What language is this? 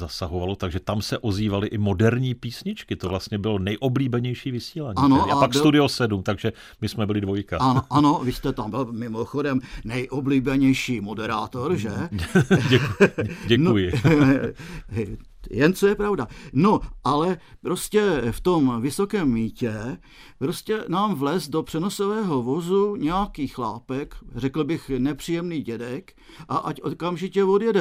Czech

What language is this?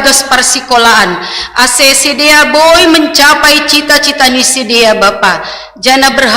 Batak Simalungun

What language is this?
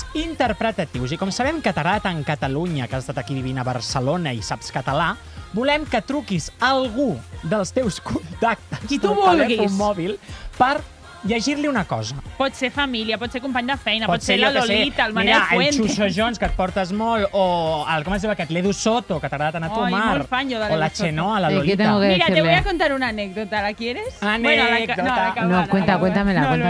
Catalan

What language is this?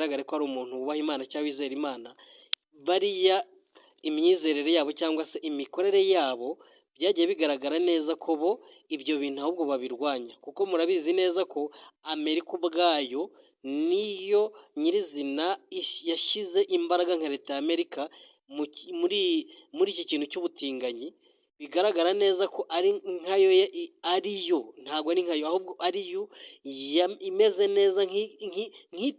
Kinyarwanda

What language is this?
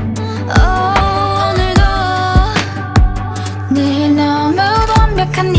Korean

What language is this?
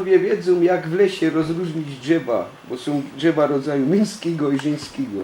Silesian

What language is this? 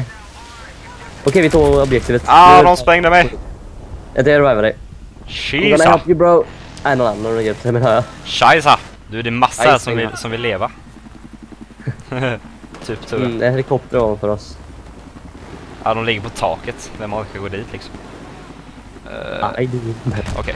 Swedish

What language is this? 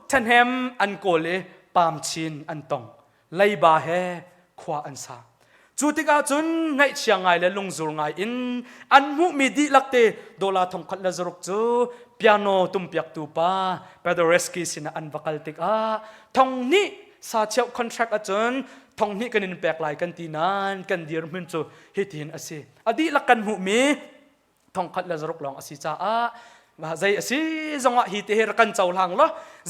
Hakha Chin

